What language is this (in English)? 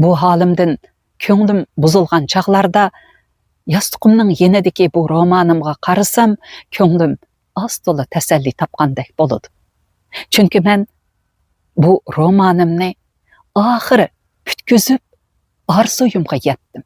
Uyghur